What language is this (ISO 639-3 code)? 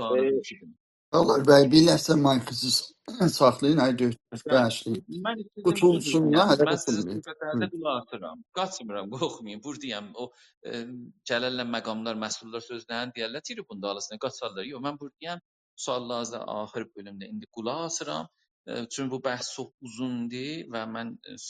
azb